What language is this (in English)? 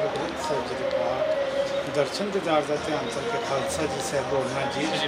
Hindi